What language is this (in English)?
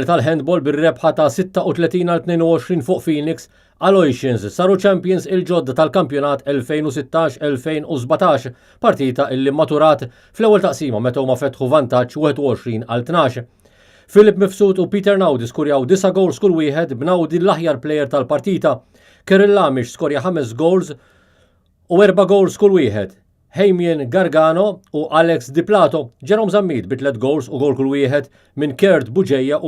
Maltese